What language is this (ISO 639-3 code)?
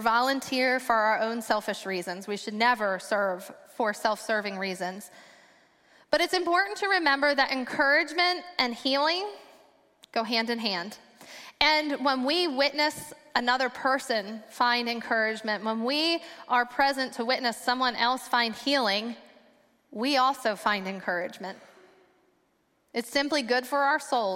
eng